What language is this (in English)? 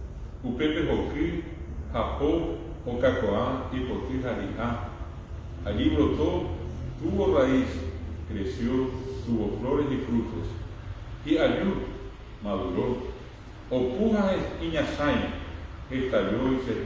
Guarani